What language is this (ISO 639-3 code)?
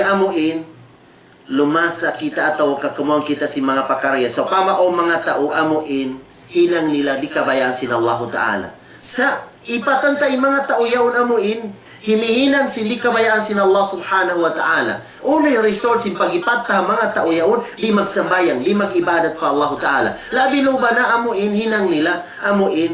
tsg